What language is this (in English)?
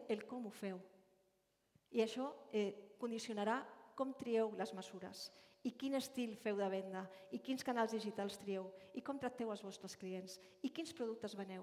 Catalan